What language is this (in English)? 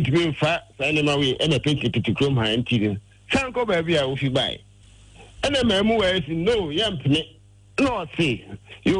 Akan